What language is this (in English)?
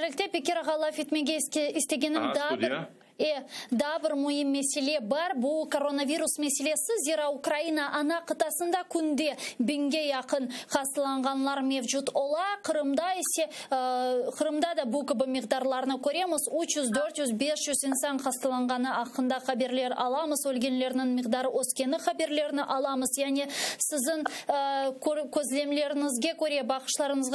Crimean Tatar